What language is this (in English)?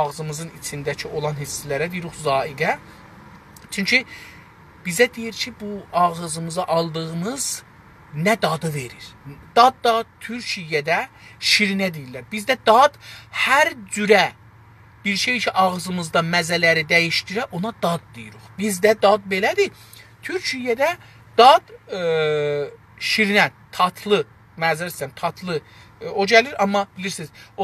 South Azerbaijani